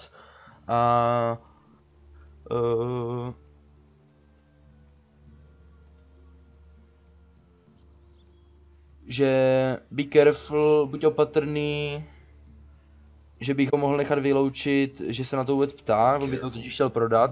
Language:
Czech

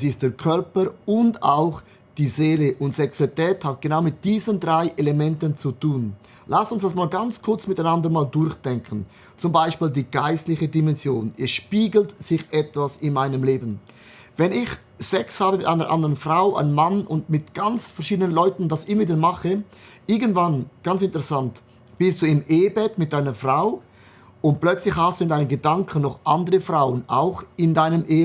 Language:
Swiss German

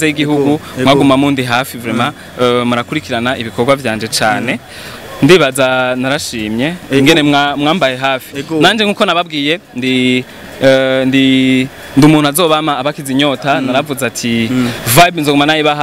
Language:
Rundi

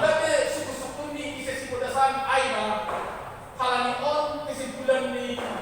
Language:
Batak Simalungun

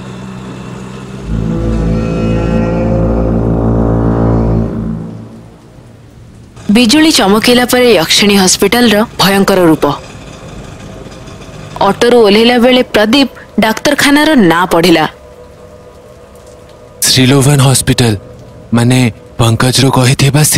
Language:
Odia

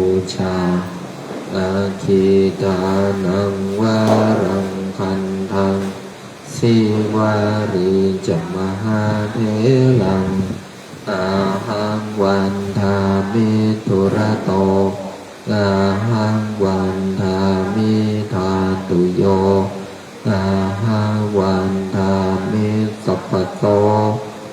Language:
Pali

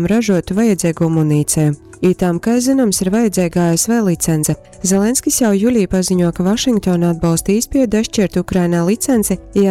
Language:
Latgalian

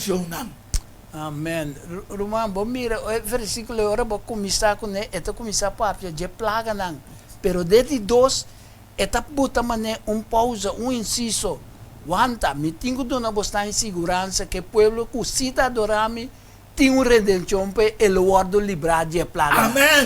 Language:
Papiamento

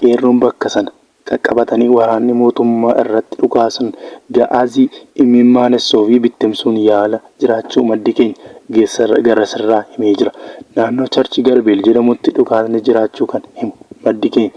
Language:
Oromo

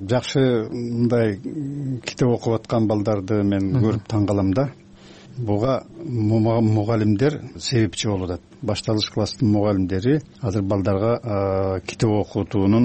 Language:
Kyrgyz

